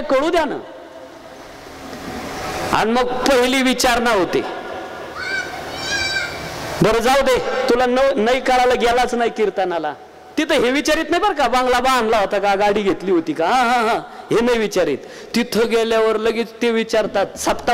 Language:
Marathi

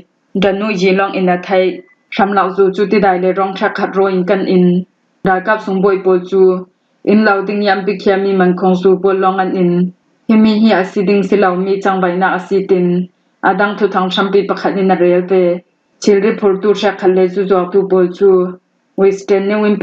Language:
Falam Chin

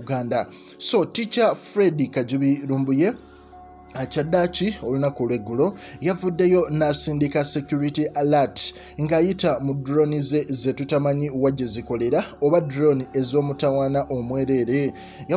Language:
Ganda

